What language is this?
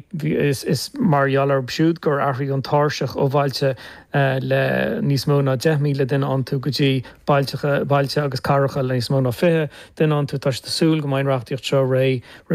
Irish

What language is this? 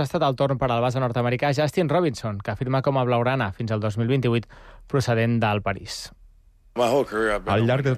Catalan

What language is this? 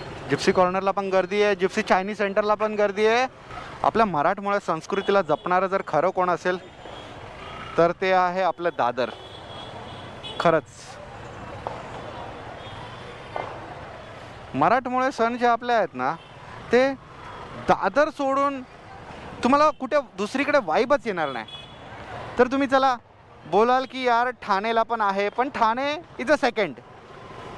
Marathi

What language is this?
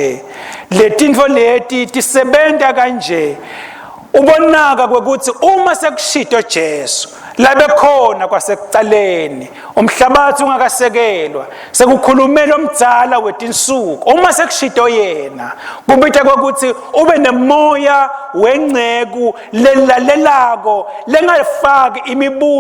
Swati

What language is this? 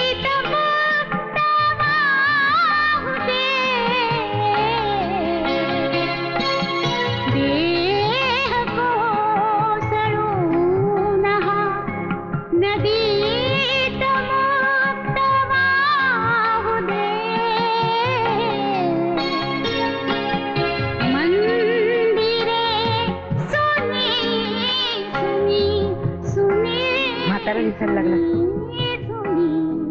Marathi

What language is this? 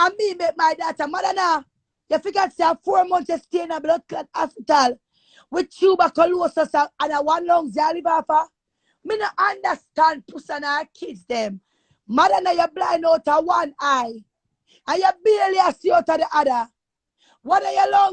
Jamaican Creole English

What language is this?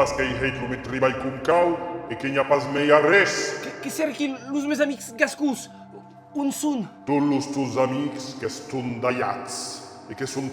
Occitan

